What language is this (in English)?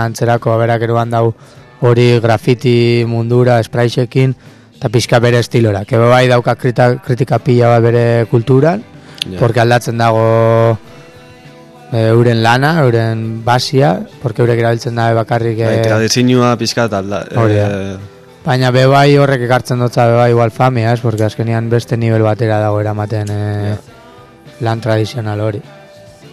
Basque